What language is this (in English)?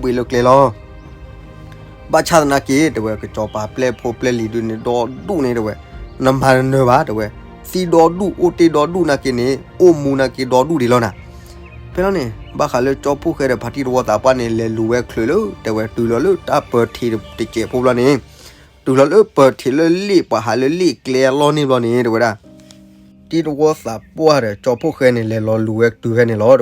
S'gaw Karen